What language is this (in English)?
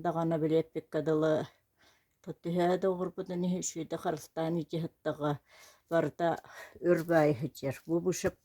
Yakut